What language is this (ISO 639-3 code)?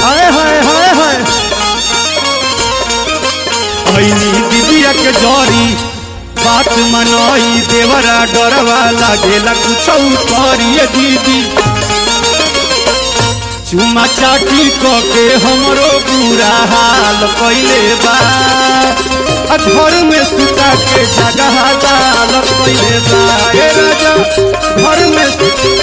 bho